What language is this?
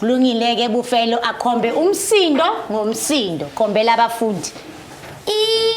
Zulu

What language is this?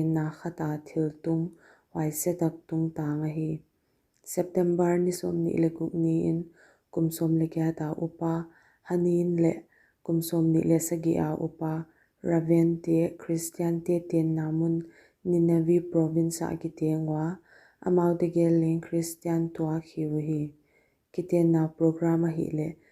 Paite Chin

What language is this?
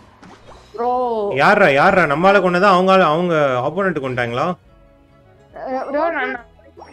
Tamil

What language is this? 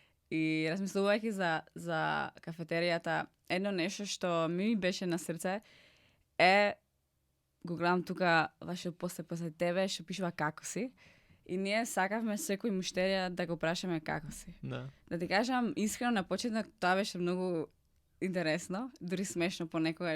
Macedonian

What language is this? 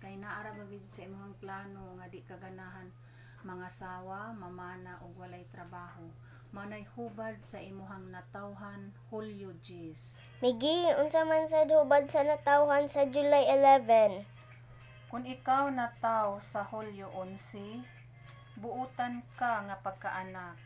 Cebuano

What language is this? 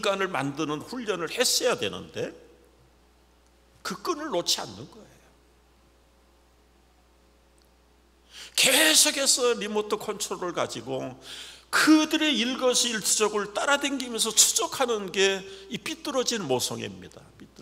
Korean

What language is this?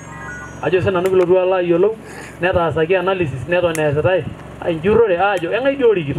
Masai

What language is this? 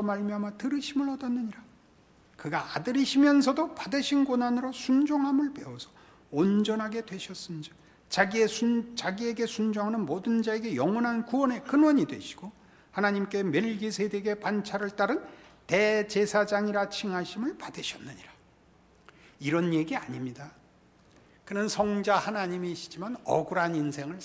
Korean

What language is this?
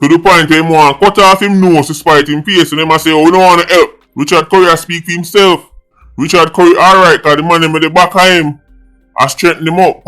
Jamaican Creole English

